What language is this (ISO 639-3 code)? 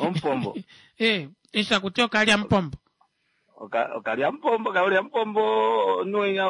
kua